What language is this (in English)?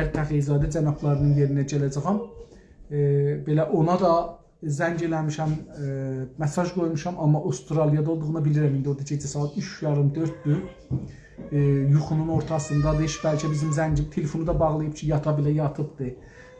South Azerbaijani